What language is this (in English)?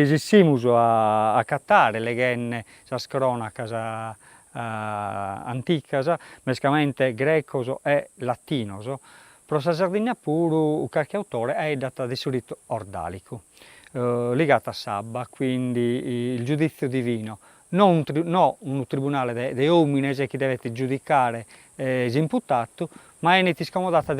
Sardinian